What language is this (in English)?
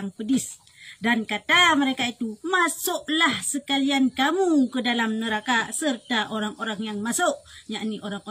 Achinese